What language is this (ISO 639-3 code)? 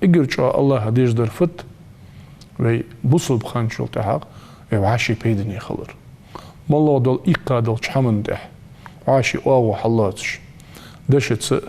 inh